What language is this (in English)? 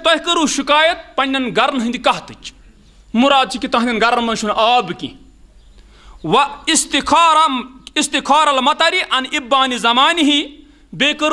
Kashmiri